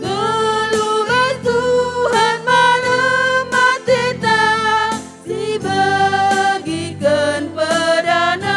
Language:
Batak Karo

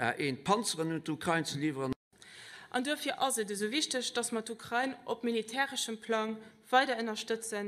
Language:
Luxembourgish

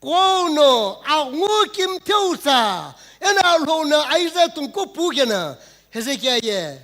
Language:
Sumi Naga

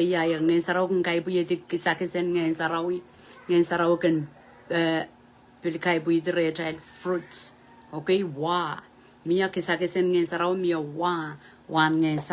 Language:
Pohnpeian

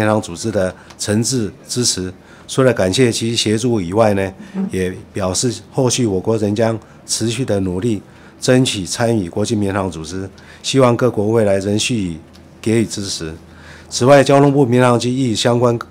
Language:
Chinese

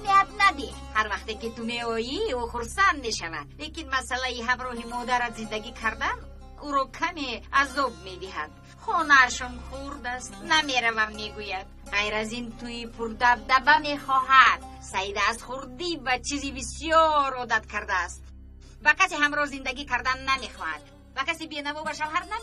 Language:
Tajik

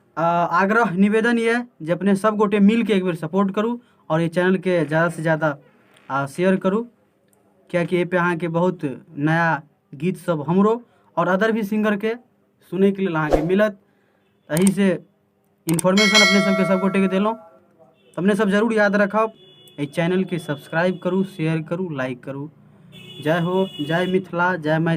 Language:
Maithili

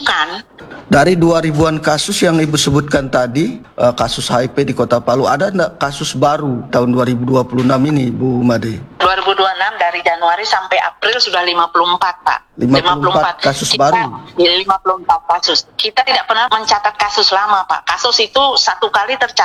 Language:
Indonesian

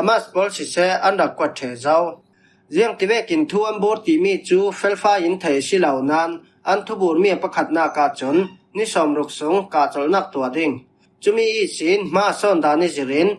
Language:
Falam Chin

